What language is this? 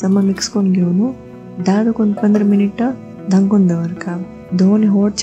Konkani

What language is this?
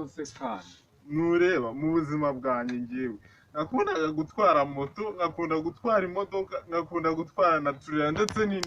Kinyarwanda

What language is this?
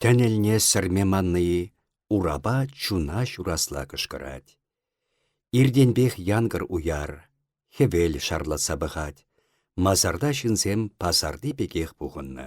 Chuvash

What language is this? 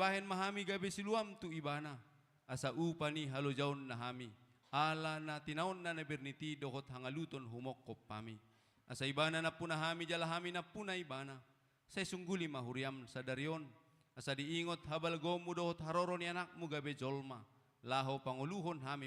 Batak Toba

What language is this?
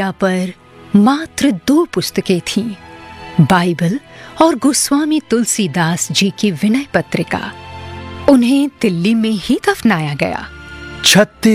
Hindi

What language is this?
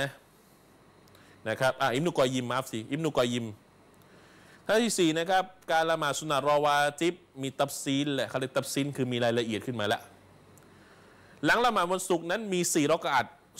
Thai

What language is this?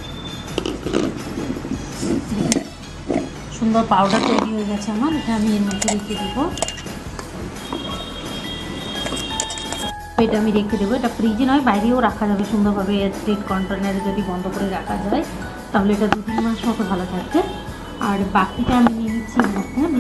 Bangla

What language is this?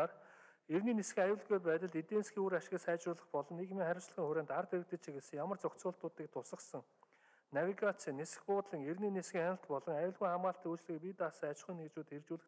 Mongolian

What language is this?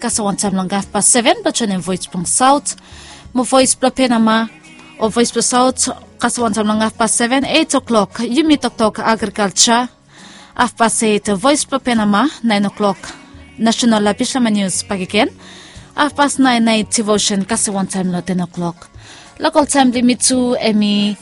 Bislama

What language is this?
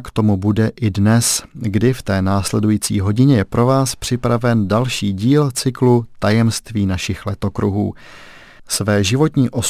Czech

